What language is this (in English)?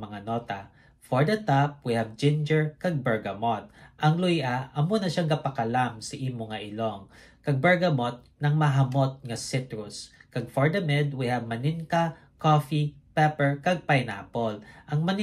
Hiligaynon